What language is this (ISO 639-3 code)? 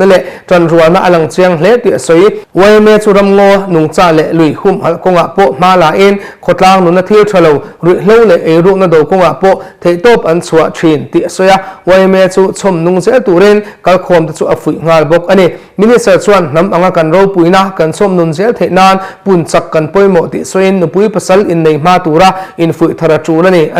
lus